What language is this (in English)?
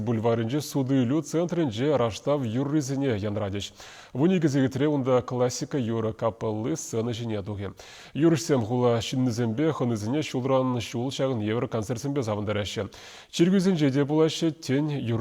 Chuvash